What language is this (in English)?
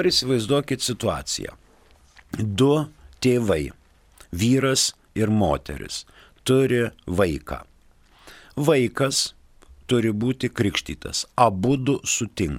Lithuanian